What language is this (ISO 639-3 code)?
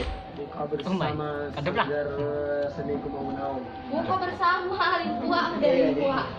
bjn